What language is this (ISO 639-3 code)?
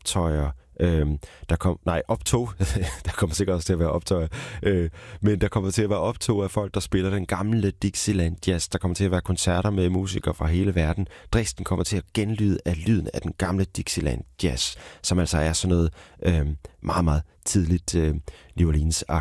dan